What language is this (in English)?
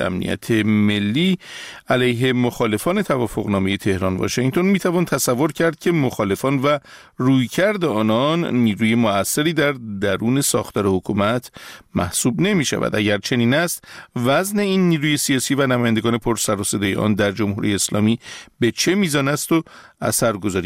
Persian